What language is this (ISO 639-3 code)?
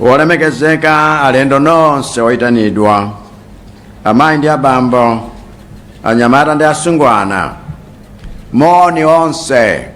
nya